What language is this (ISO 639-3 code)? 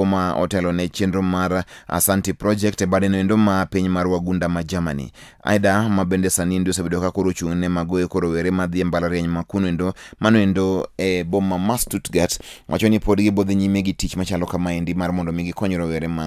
luo